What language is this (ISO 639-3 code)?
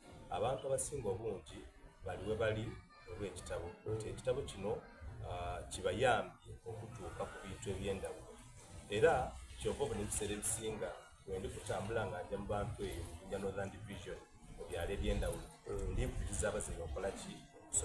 xog